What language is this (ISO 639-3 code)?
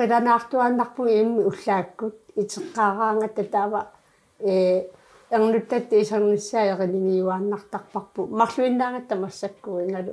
kal